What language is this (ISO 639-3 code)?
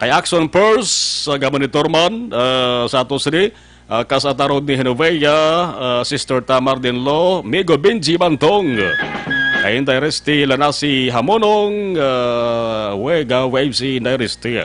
hil